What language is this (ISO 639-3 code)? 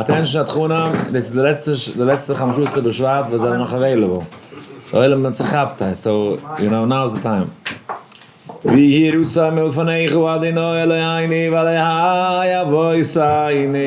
yid